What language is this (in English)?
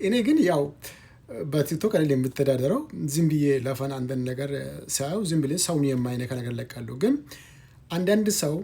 Amharic